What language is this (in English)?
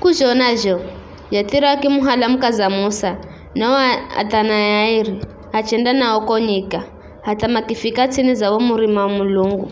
Giryama